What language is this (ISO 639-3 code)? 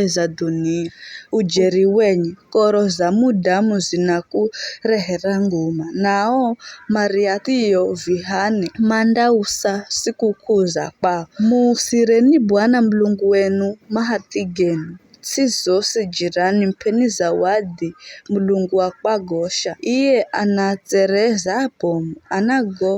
nyf